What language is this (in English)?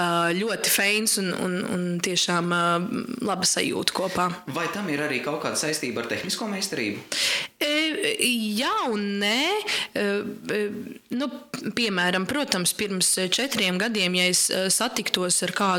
Latvian